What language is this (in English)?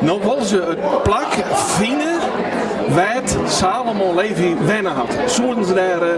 Western Frisian